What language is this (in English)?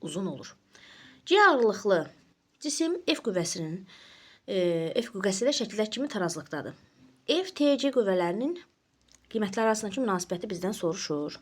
Azerbaijani